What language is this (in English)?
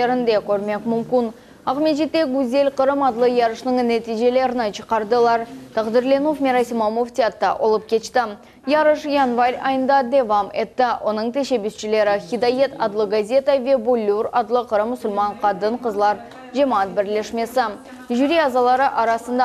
Crimean Tatar